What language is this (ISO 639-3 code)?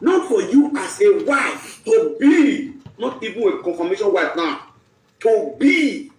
pcm